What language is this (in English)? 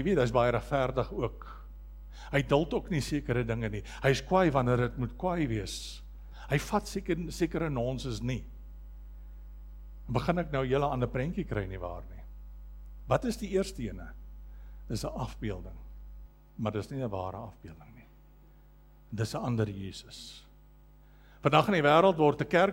Afrikaans